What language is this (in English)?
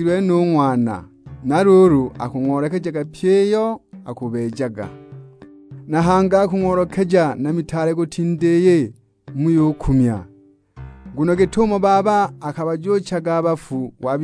Sukuma